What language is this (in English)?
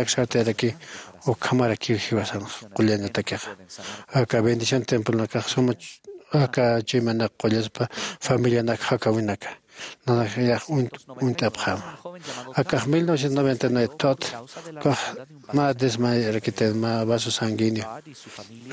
Aymara